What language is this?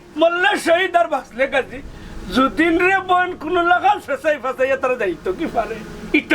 Sylheti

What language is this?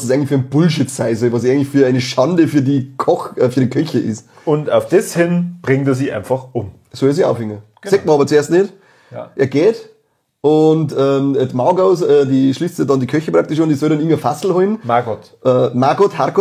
Bavarian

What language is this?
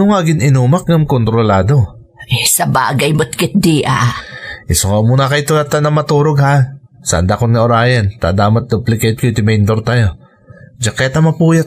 Iloko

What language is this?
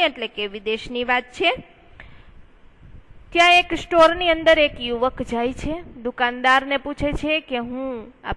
Gujarati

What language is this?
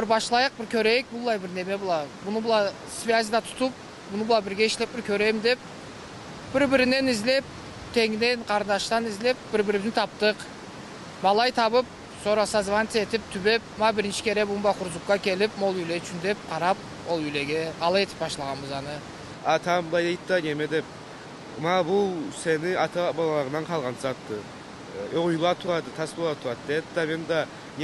Karachay-Balkar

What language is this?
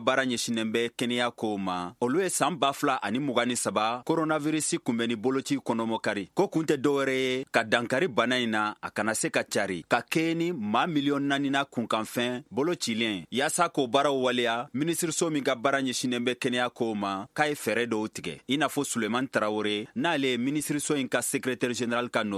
Bambara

